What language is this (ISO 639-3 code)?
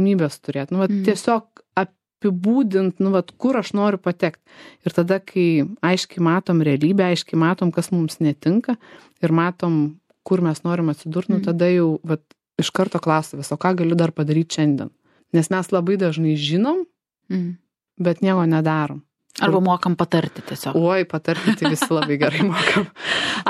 lit